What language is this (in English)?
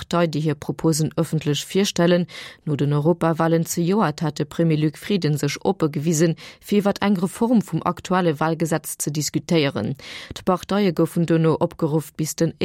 Luxembourgish